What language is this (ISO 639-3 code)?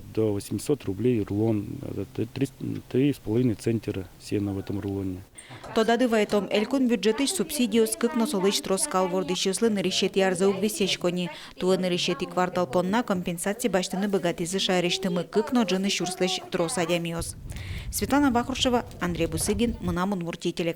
udm